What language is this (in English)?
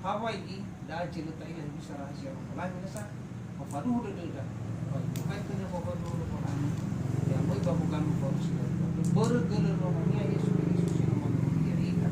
Nias